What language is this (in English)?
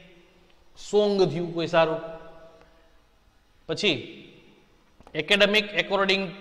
Gujarati